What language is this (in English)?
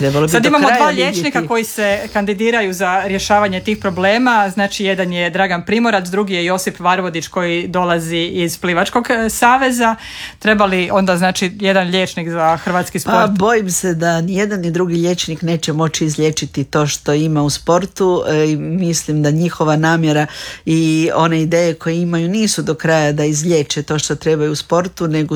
Croatian